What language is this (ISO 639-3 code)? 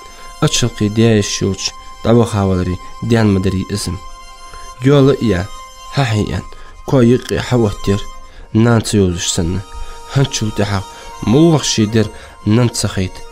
inh